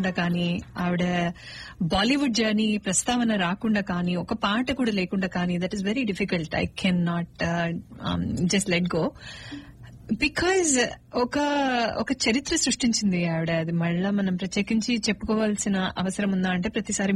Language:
Telugu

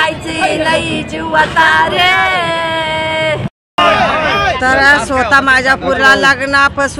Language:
Marathi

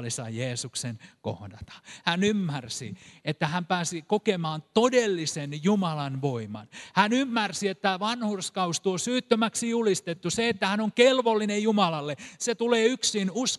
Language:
Finnish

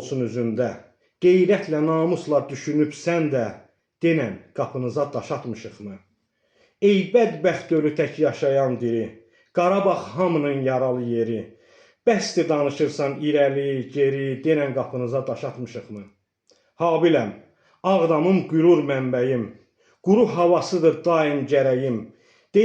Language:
Azerbaijani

